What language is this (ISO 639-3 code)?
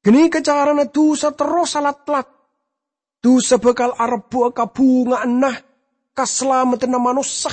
mad